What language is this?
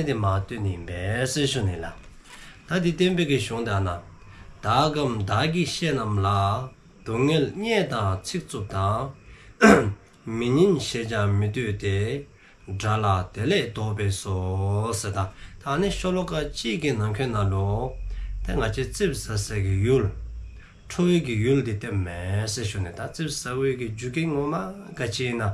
Dzongkha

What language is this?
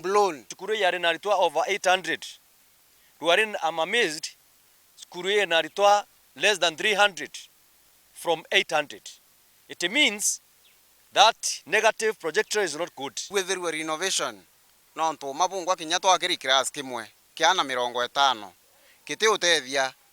Meru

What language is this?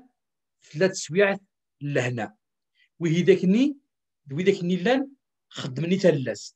Kabyle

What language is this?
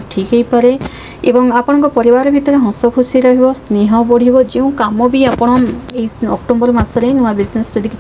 Odia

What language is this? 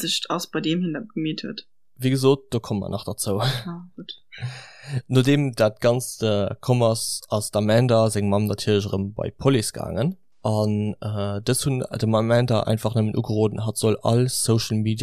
Luxembourgish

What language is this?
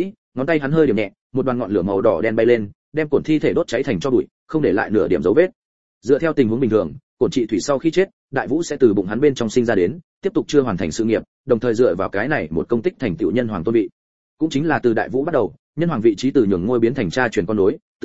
Vietnamese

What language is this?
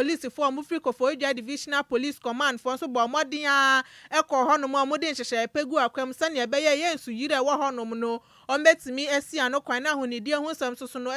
Akan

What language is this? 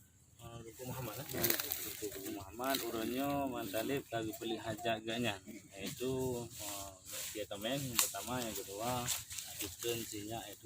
Achinese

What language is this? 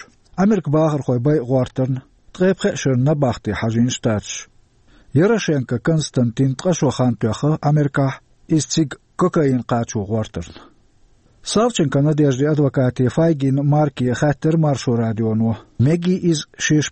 Chechen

